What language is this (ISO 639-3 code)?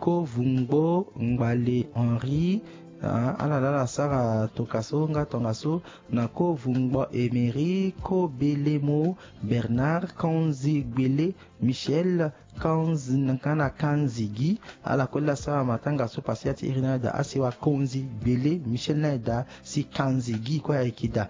sag